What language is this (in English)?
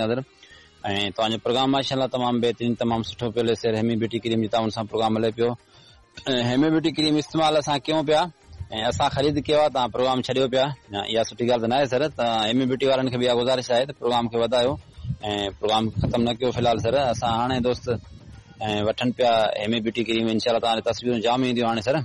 Sindhi